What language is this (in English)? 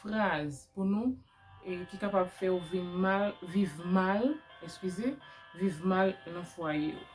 Haitian Creole